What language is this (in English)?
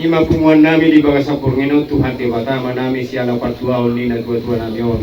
Batak Toba